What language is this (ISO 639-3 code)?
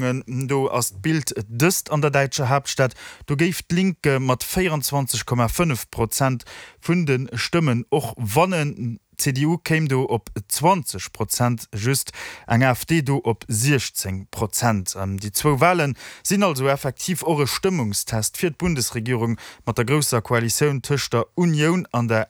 ltz